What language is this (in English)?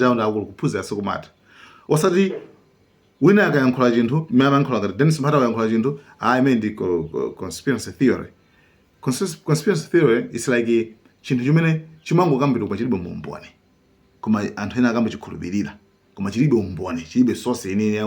Nyanja